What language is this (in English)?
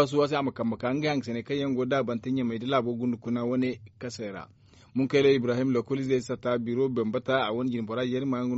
Zarma